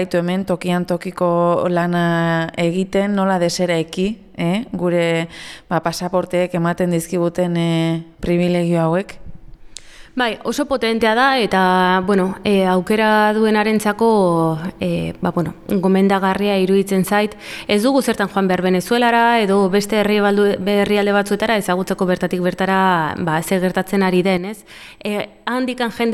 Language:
Basque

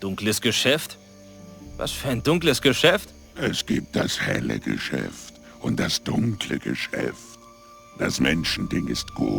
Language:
Bavarian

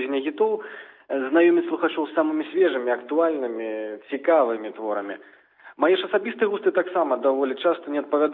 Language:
Belarusian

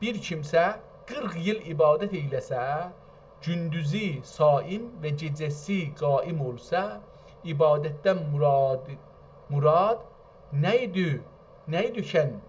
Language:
South Azerbaijani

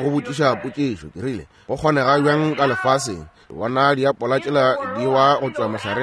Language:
Northern Sotho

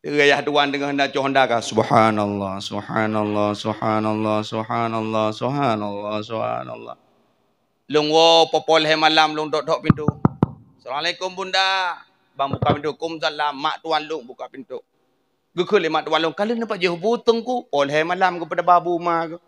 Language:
Achinese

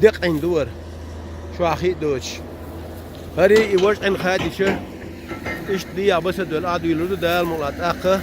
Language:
Chechen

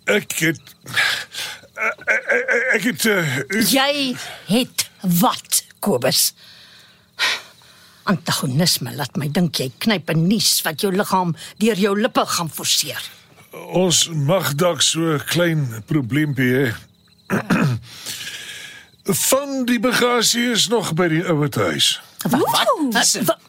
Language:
Afrikaans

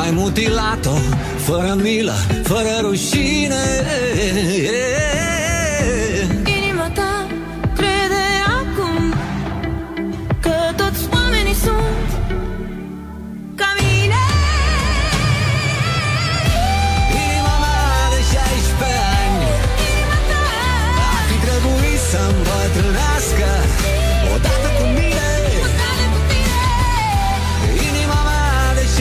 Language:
Romanian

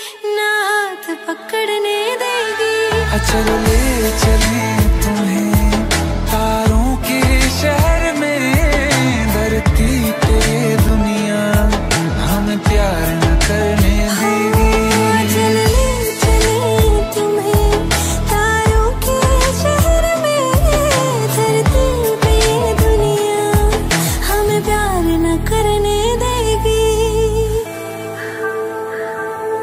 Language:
Hindi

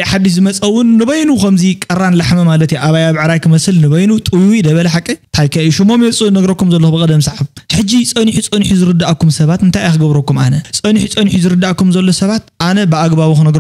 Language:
Tigrinya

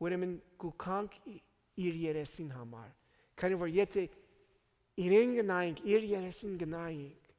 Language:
Armenian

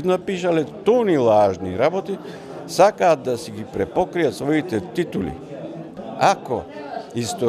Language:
Macedonian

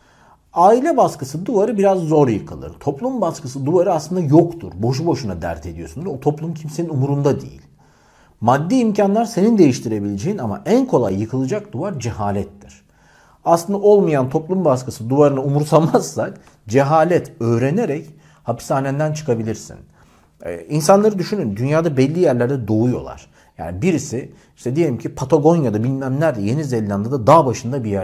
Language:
Turkish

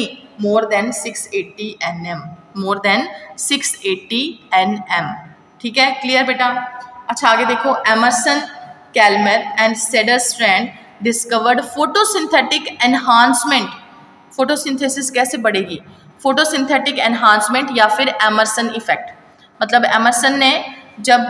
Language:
Hindi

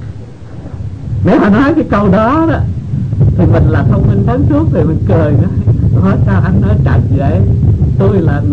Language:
Vietnamese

